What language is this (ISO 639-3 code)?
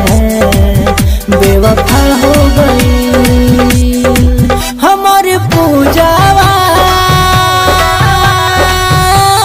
bho